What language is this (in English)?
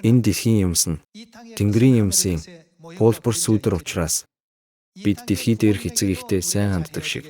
Mongolian